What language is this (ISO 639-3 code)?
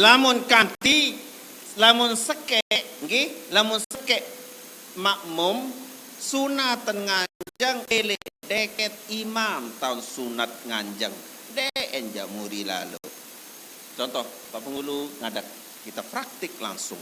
sas